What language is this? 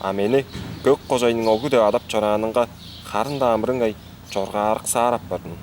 Tuvinian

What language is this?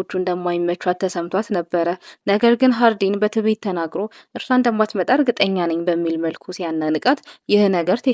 Amharic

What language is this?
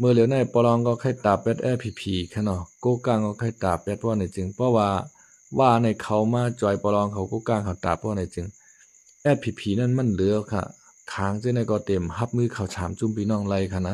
Shan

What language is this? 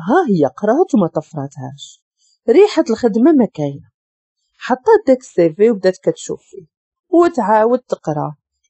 Moroccan Arabic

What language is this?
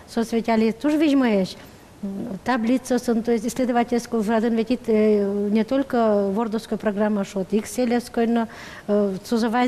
Udmurt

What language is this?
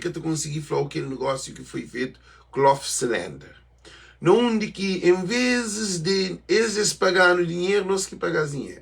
Kabuverdianu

